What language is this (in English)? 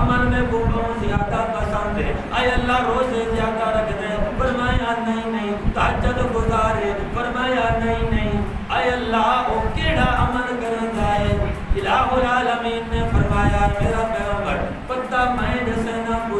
Saraiki